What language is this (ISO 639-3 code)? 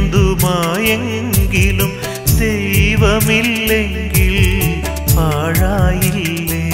mal